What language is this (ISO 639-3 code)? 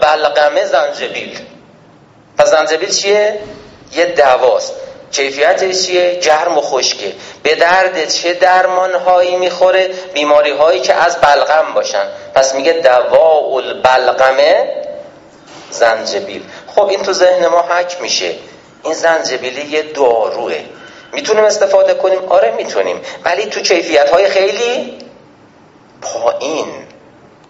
fas